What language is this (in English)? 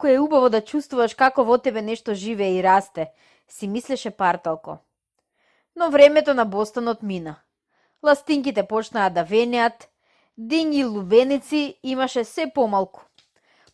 Macedonian